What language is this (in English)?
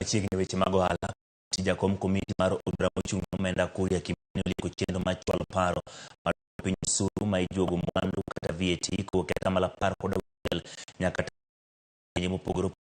Luo (Kenya and Tanzania)